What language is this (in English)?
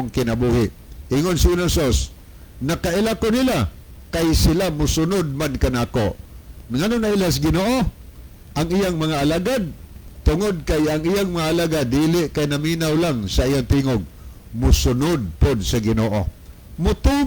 Cebuano